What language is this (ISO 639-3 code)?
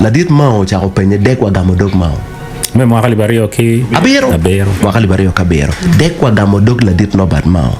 ach